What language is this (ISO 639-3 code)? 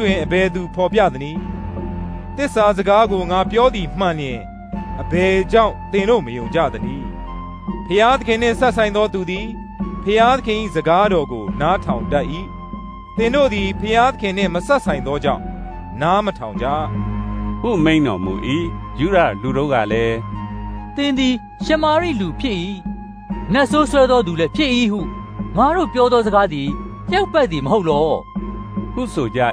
mya